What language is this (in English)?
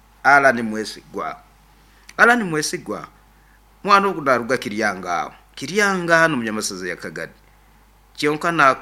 Nyoro